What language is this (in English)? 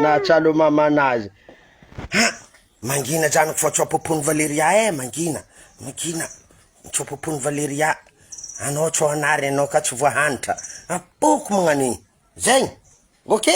Malagasy